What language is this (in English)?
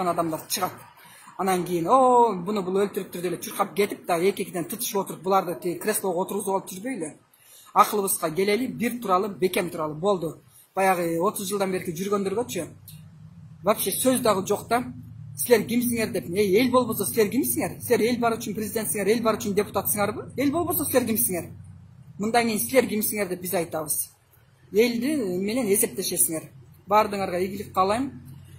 Kyrgyz